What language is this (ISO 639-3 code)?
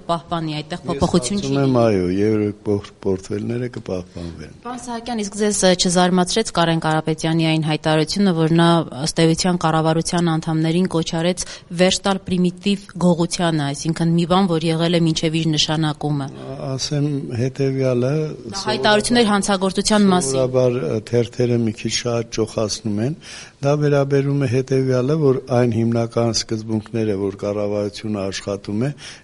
hye